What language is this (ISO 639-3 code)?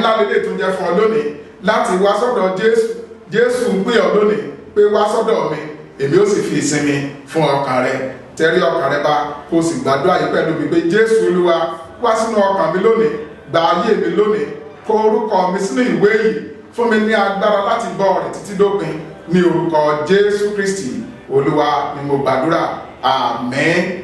yor